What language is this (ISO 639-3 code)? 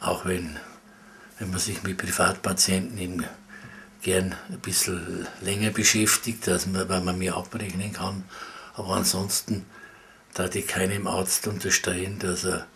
bar